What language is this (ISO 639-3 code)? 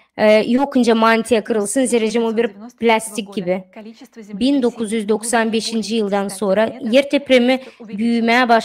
gag